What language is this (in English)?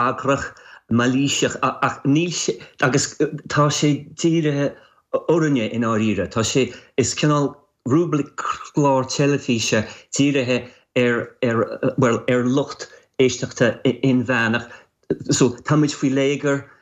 Irish